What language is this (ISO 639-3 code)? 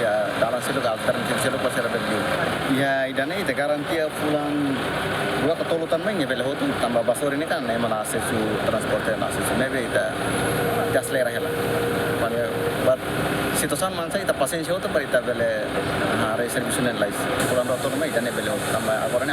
tet